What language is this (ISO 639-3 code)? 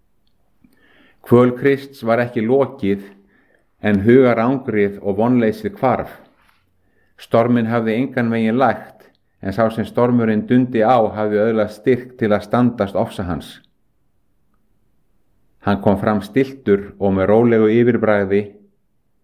isl